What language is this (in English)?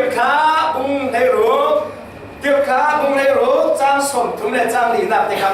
Falam Chin